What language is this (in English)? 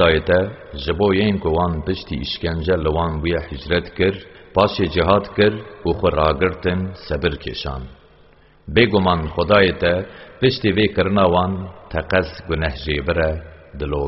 Kurdish